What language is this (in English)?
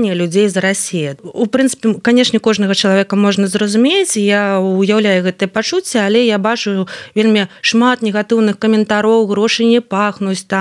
Belarusian